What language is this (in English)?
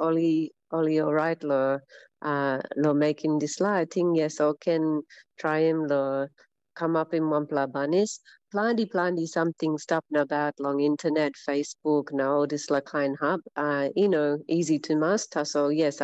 Tok Pisin